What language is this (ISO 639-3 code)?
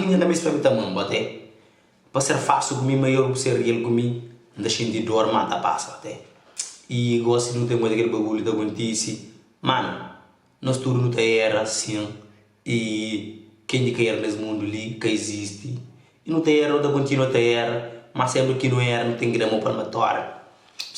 kea